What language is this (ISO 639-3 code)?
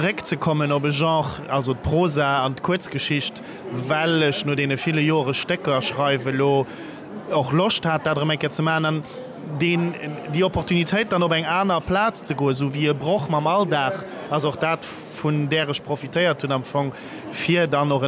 ltz